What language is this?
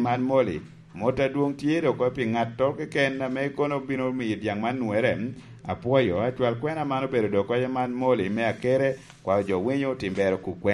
Lango (Uganda)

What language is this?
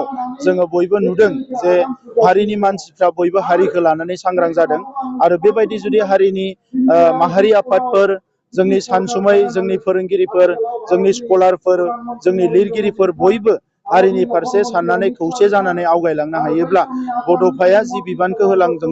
Bodo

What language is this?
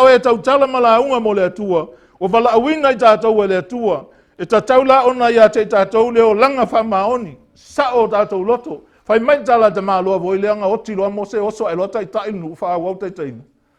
Samoan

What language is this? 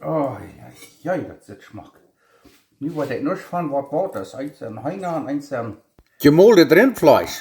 Plautdietsch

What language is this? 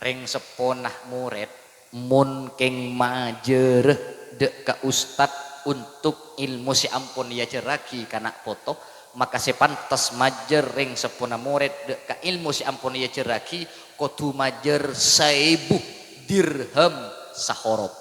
Madurese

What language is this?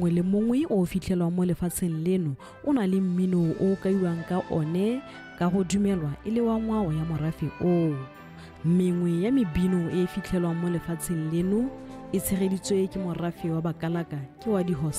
Tswana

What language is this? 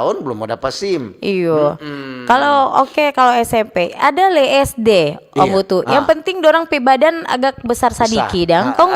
Manado Malay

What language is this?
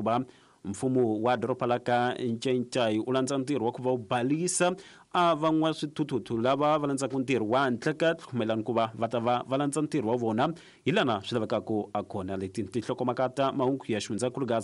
Tsonga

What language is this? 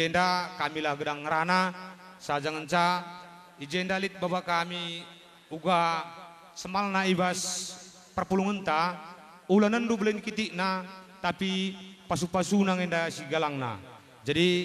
Batak Karo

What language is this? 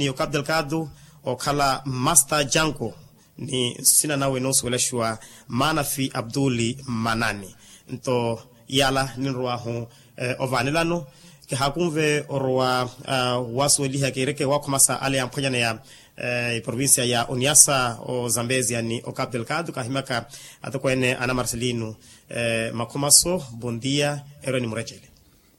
Makhuwa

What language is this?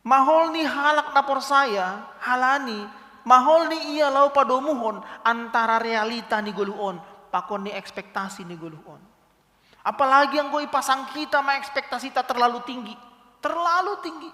Batak Simalungun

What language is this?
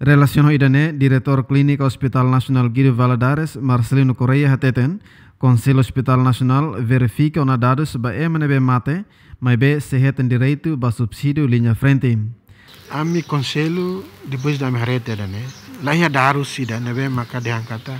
Tetum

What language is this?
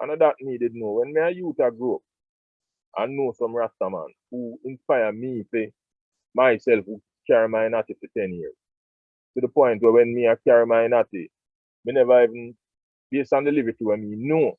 Jamaican Creole English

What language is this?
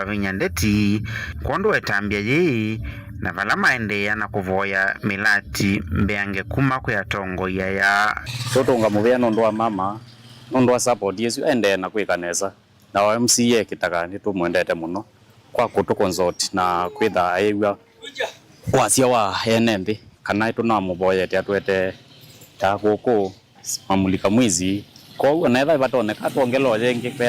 Kamba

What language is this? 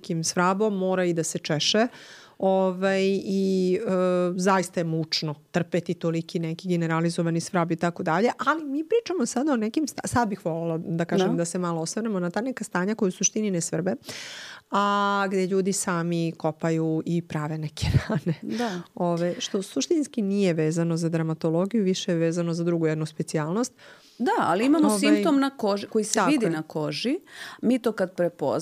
Serbian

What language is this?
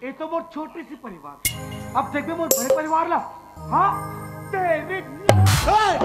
Chhattisgarhi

